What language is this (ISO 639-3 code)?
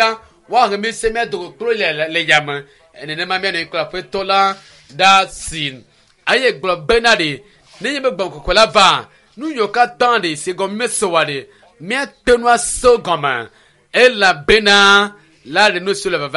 ewe